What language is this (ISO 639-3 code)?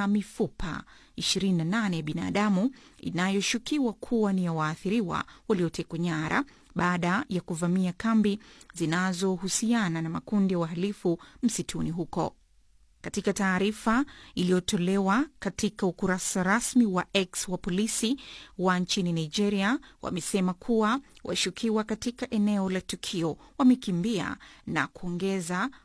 swa